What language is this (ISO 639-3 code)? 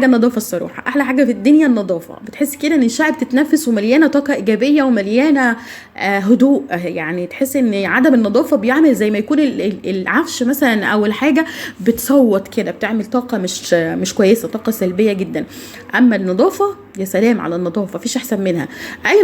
arz